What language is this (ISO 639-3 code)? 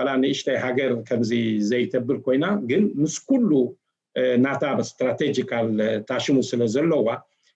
tir